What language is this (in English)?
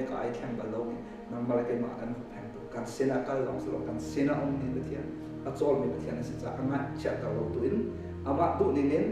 Hakha Chin